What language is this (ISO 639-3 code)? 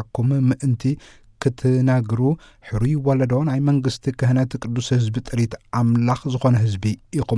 tir